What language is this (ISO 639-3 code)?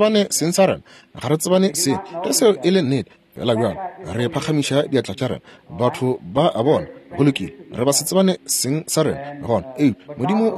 nso